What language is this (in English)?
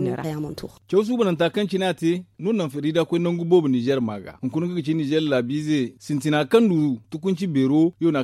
Zarma